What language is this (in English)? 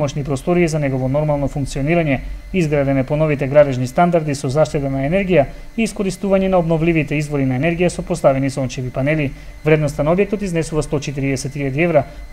Macedonian